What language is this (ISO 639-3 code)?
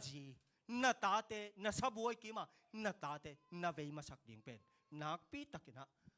ctd